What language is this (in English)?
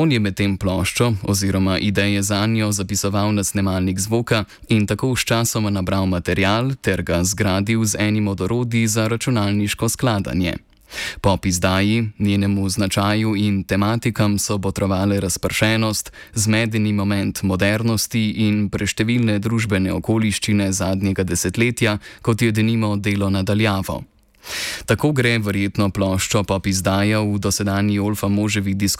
Slovenian